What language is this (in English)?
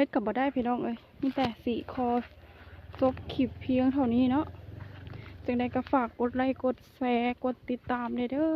Lao